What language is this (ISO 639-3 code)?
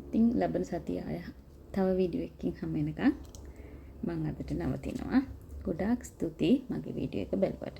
sin